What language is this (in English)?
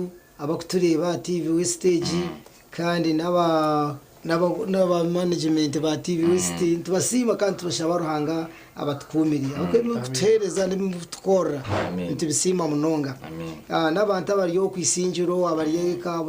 Nyankole